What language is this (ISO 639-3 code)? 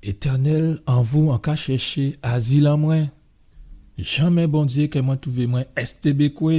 gcf